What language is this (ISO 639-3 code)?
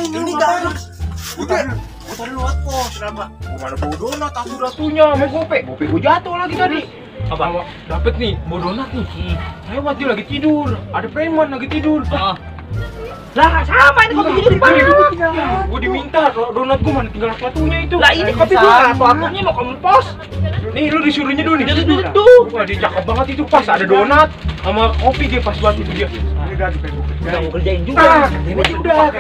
bew